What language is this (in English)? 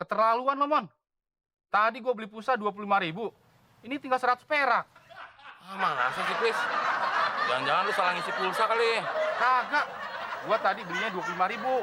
Betawi